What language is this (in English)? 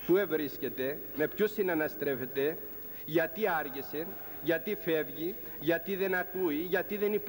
Greek